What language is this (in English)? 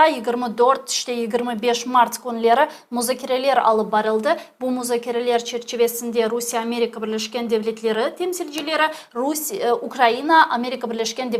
Crimean Tatar